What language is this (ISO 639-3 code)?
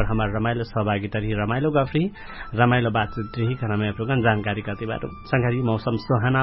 thl